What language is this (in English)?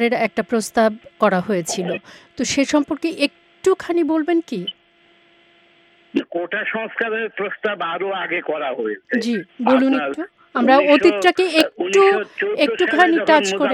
Bangla